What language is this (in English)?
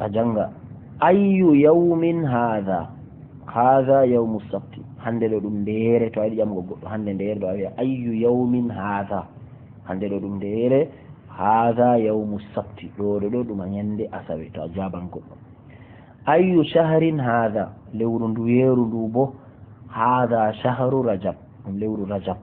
Fula